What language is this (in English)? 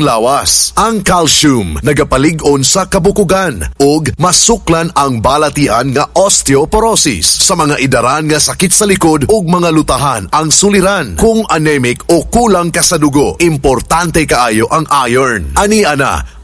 Cebuano